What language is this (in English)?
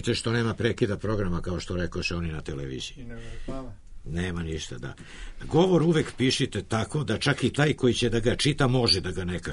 Serbian